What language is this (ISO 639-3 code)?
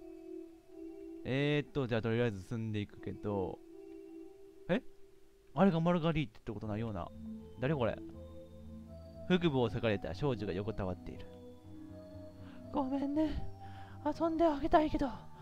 jpn